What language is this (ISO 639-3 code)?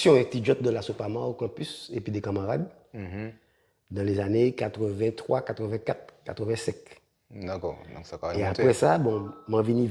gcf